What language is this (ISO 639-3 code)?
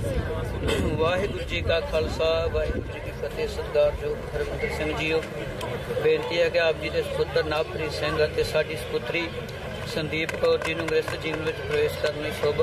pan